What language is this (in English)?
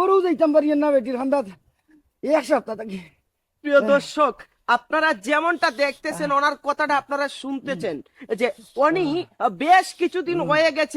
Sylheti